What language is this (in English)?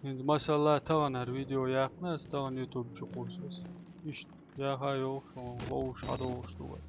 Chechen